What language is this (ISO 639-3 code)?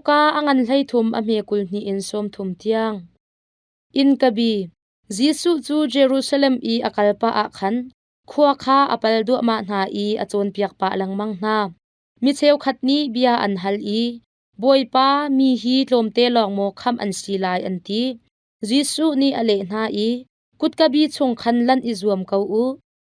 cnh